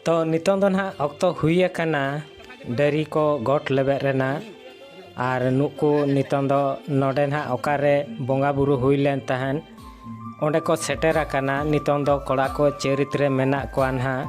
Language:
Santali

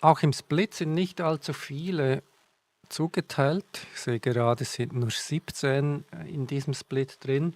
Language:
Swiss German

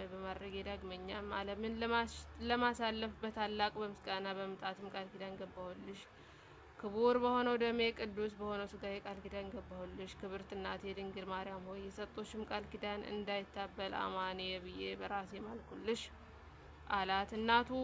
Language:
Amharic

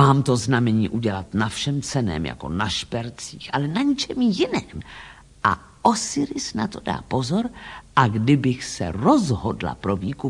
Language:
Czech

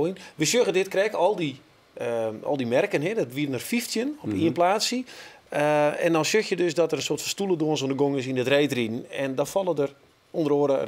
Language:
Western Frisian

